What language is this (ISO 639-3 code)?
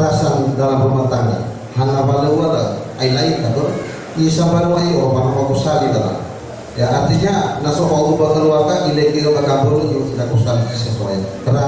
nia